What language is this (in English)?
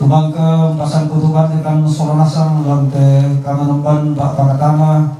Toraja-Sa'dan